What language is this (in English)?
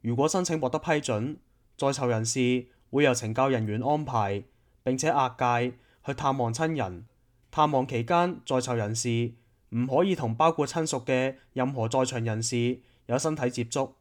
Cantonese